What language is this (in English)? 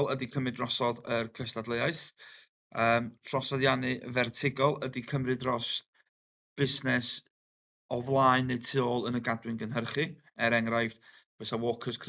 Welsh